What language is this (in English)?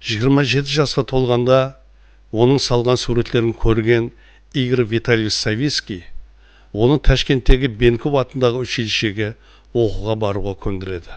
Kara-Kalpak